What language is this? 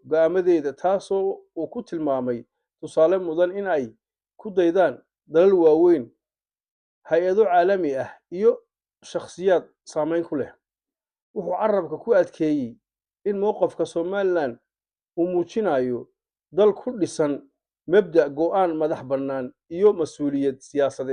Somali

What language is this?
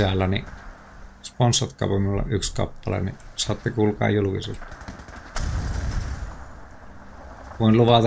Finnish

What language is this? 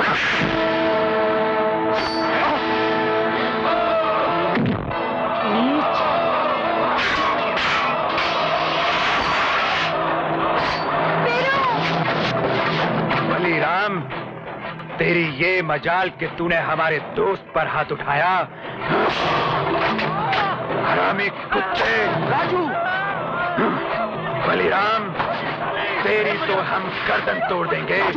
Hindi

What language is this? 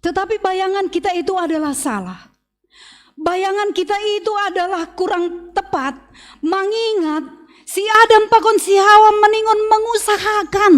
Batak Simalungun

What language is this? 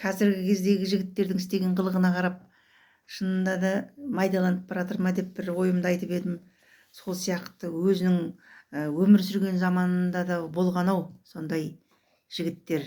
Kazakh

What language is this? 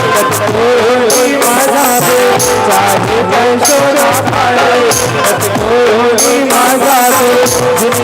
Chhattisgarhi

